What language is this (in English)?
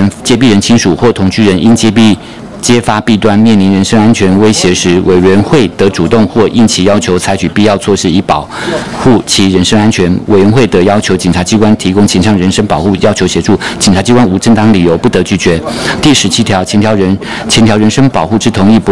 Chinese